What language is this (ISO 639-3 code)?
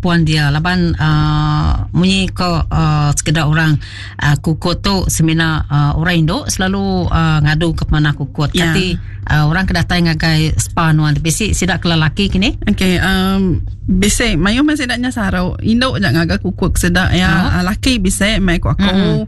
iba